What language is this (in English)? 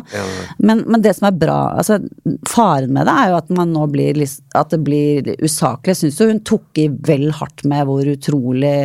Norwegian